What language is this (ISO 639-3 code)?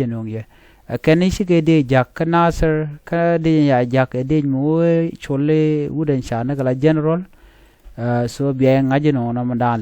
nus